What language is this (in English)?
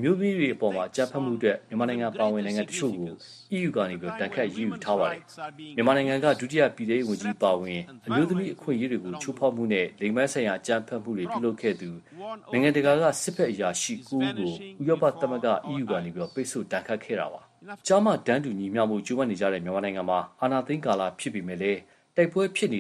Burmese